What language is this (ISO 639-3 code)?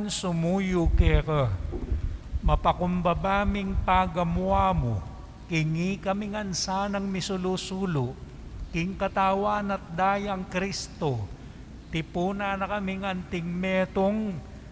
pam